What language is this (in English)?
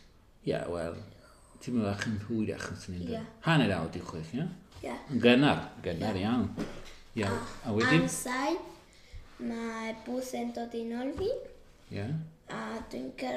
Welsh